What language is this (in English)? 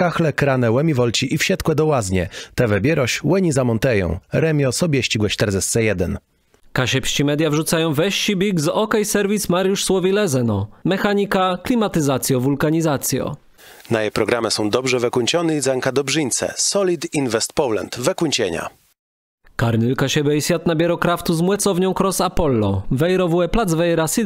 Kashubian